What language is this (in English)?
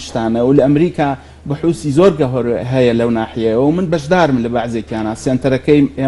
Central Kurdish